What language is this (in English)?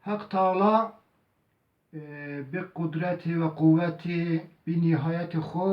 Zaza